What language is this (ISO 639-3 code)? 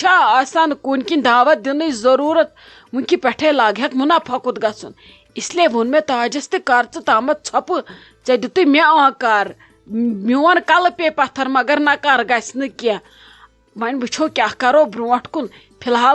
kas